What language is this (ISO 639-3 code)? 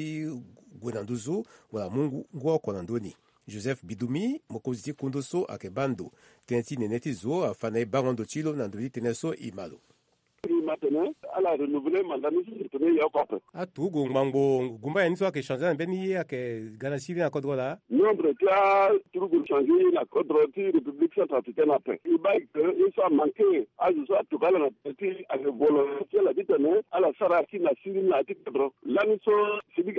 sag